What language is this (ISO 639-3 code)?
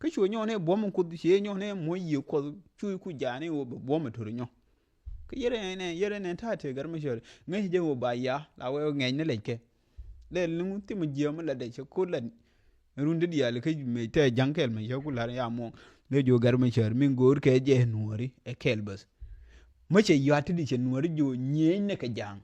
nus